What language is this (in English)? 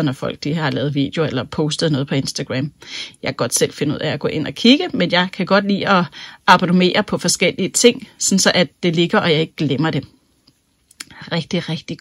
Danish